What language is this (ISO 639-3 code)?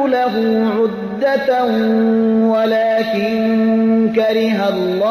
fas